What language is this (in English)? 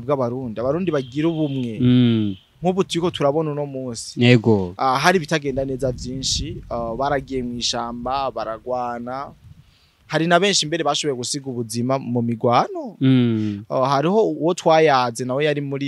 Rundi